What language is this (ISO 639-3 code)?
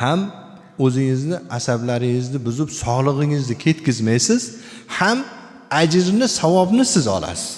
uzb